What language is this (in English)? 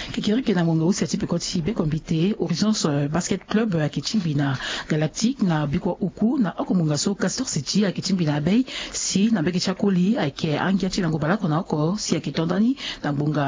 Sango